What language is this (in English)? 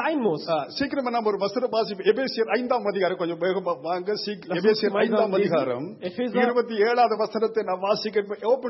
Tamil